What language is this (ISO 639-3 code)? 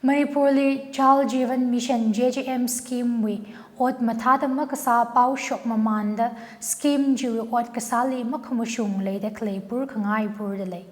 nmf